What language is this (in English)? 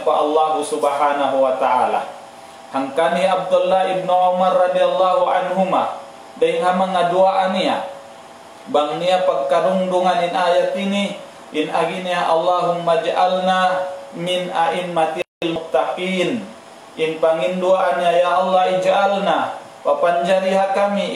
Tausug